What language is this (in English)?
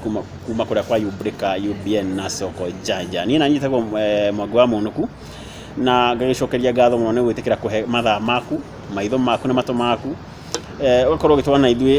Kikuyu